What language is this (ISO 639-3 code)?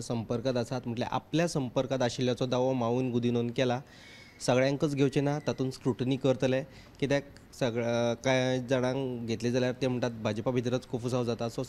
kok